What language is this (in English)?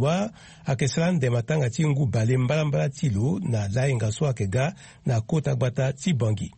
Sango